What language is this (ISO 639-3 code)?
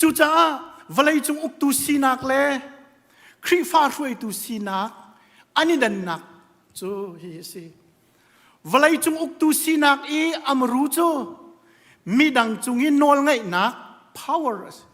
cnh